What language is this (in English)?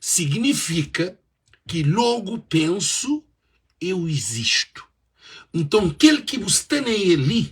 Kabuverdianu